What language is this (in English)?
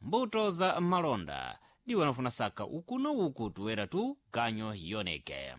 Sena